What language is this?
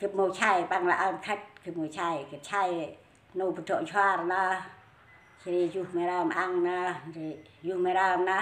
Central Mnong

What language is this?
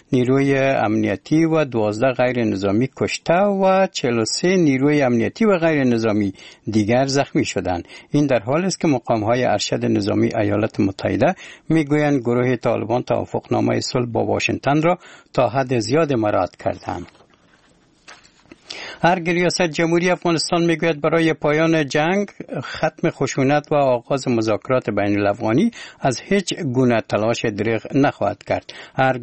Persian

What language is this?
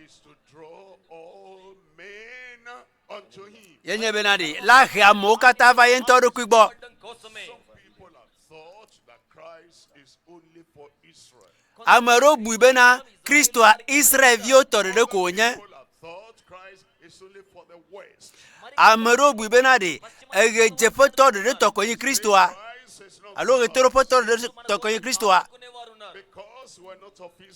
Ewe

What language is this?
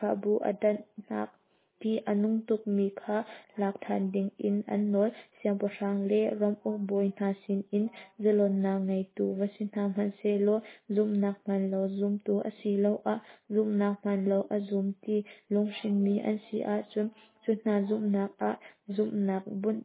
Hakha Chin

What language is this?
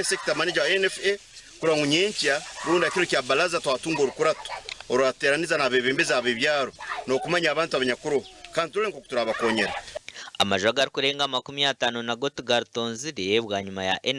Nyankole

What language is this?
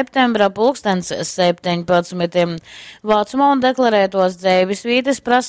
Latgalian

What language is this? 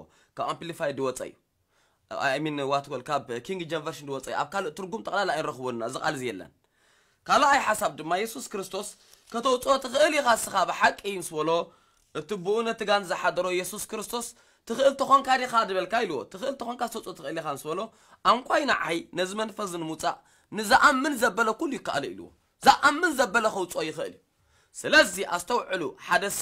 Tigrinya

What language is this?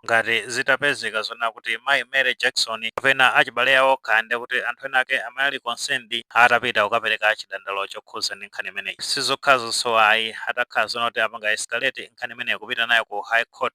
Nyanja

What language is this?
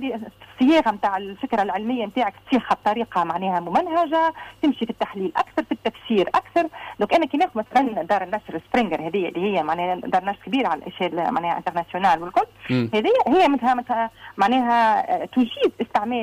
Tunisian Arabic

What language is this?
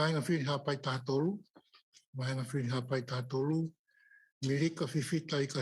Tongan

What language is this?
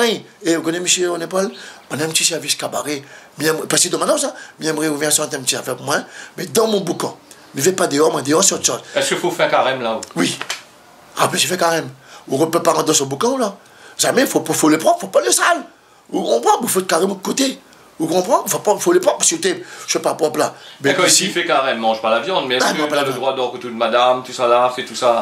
Réunion Creole French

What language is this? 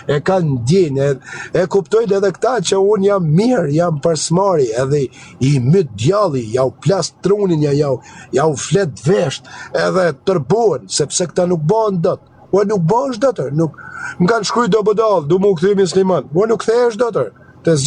Albanian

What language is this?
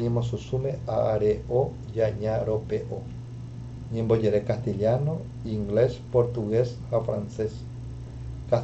Guarani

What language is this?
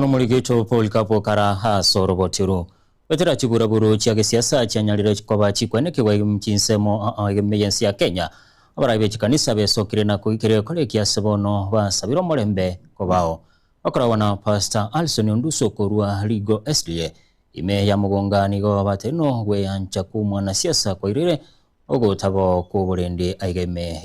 Gusii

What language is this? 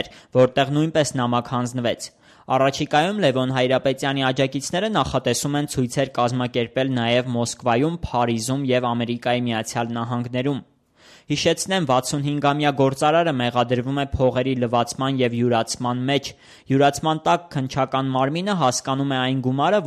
Armenian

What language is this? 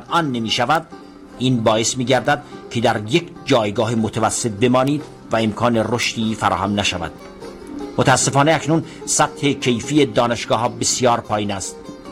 Persian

